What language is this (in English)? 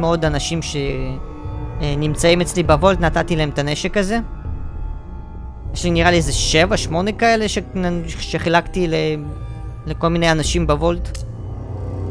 Hebrew